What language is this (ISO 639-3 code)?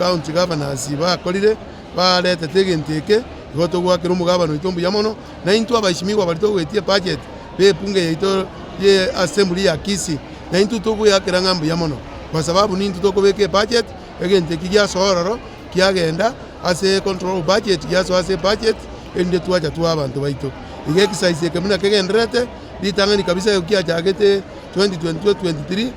guz